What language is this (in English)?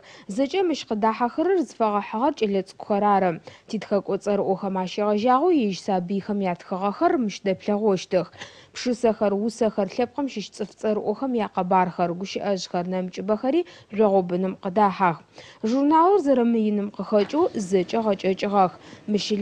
Adyghe